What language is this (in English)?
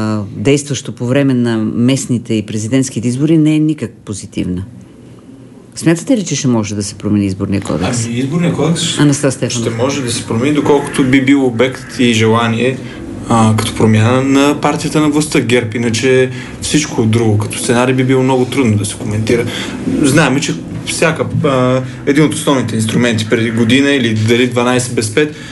Bulgarian